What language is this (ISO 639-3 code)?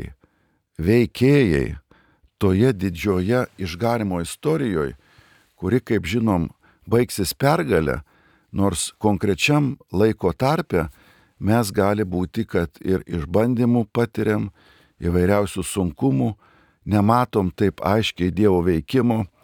lit